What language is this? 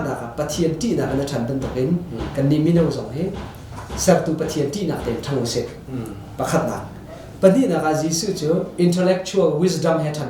Hakha Chin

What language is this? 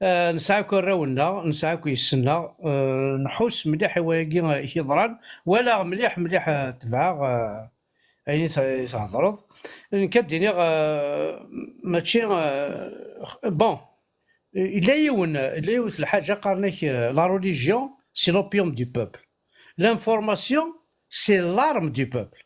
Kabyle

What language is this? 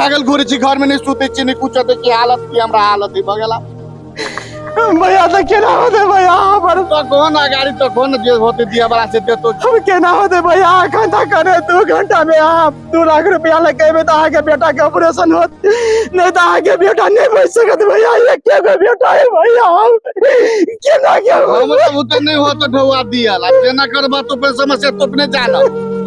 Maithili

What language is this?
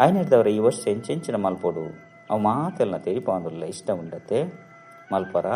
Tulu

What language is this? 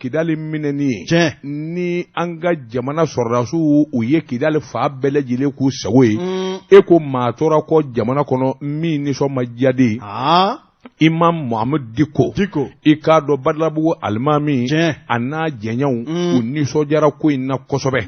Bambara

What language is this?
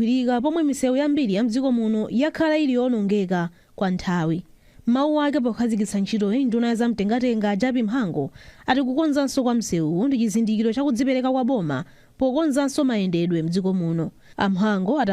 Nyanja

